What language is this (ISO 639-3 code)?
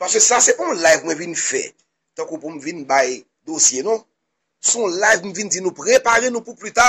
hat